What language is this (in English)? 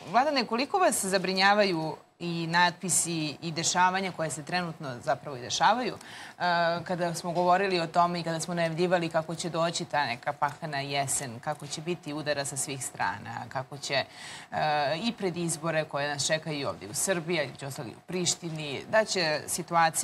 Serbian